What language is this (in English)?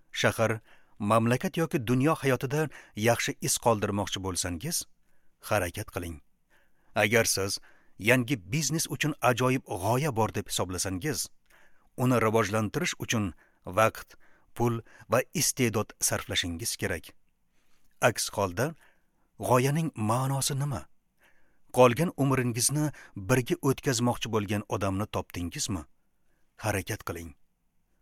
Uzbek